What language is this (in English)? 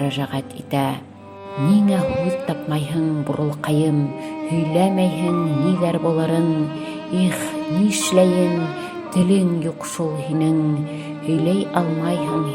Bashkir